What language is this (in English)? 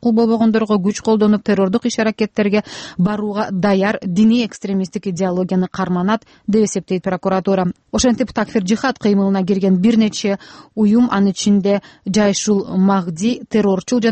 Kyrgyz